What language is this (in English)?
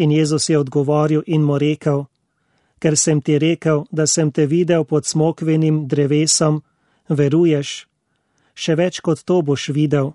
Slovenian